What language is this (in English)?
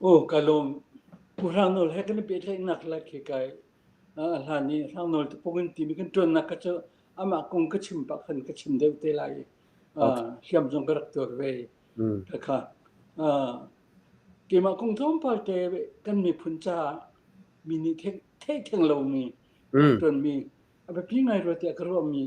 Falam Chin